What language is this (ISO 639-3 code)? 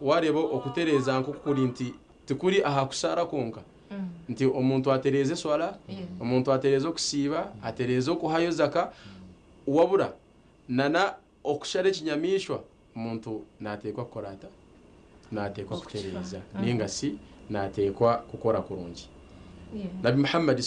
nyn